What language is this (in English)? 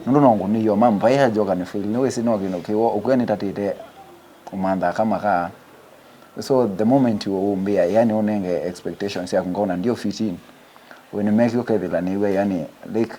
Kamba